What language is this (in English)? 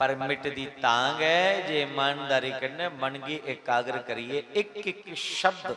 Dogri